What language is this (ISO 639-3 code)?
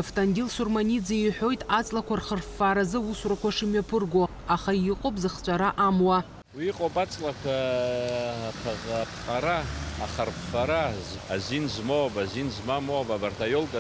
abk